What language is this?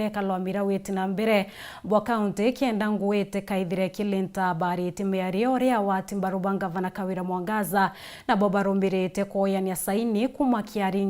Meru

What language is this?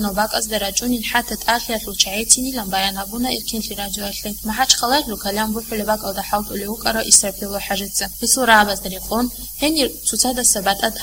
Avaric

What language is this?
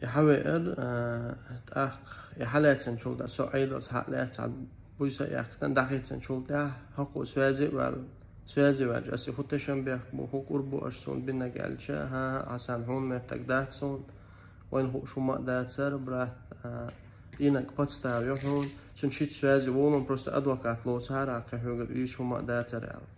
Chechen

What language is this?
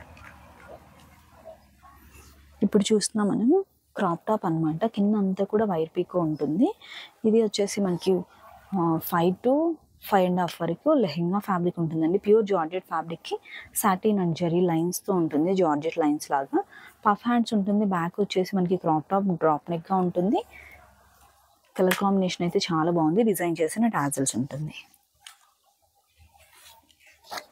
Telugu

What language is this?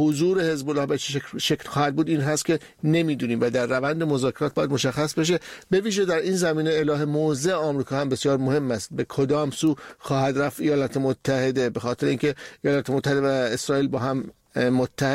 Persian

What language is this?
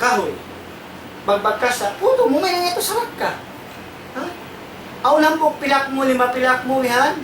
Tausug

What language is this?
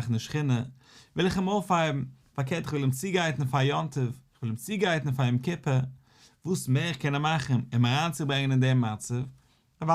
Yiddish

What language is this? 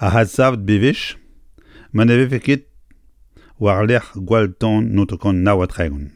Breton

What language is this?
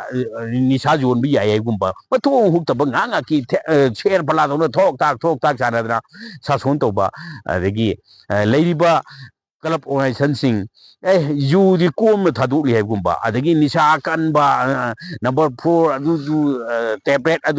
Manipuri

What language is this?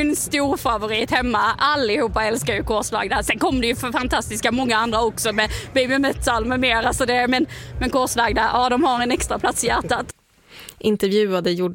Swedish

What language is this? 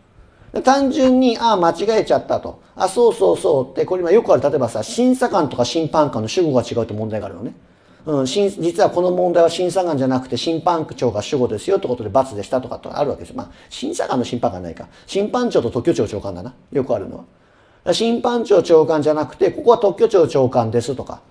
Japanese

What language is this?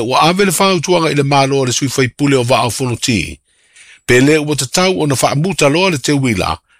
Samoan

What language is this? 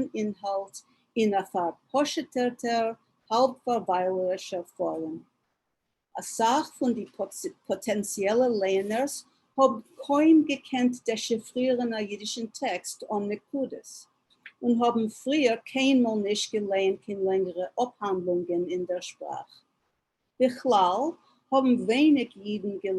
Yiddish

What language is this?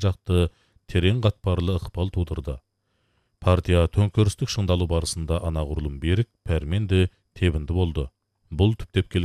Kazakh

